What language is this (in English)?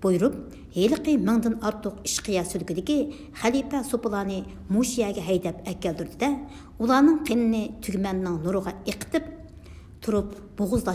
Uyghur